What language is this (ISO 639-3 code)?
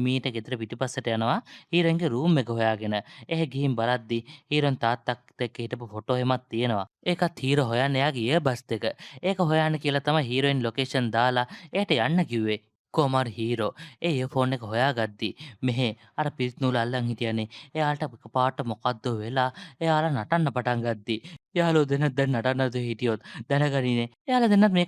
sin